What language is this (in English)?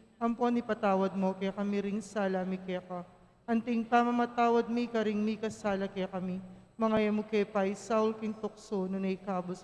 Pampanga